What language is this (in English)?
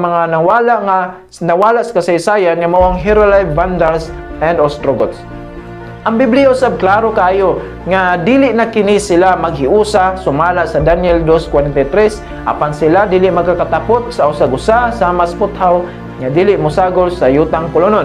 Cebuano